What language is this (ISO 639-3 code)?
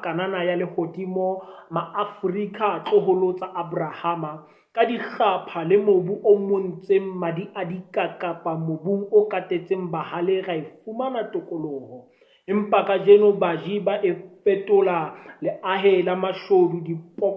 sot